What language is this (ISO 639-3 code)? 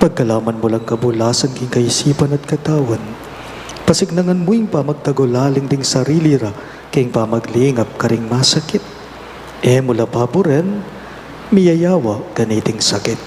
pam